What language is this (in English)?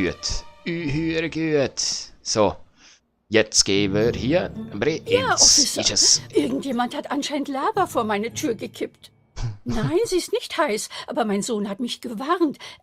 Swiss German